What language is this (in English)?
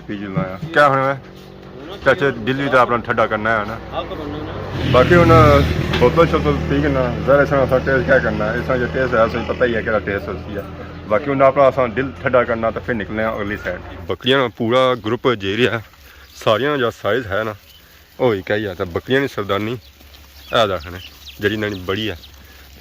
Pahari-Potwari